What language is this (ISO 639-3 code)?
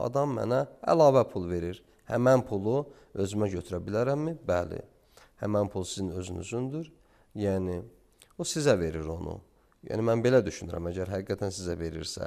aze